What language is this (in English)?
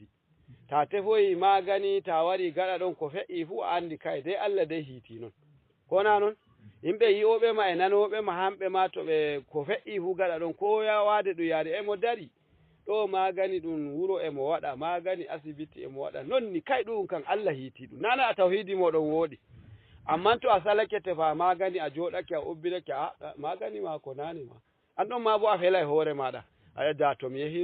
Fula